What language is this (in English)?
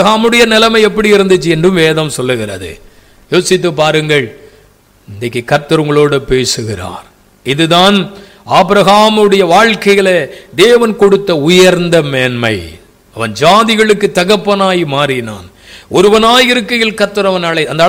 Tamil